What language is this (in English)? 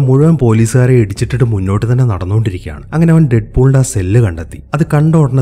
Malayalam